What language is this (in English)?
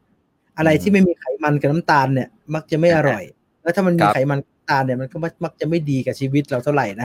Thai